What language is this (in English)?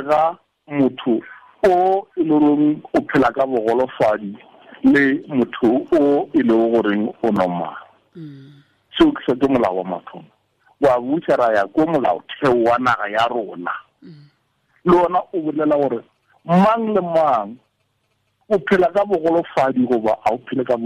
Tswana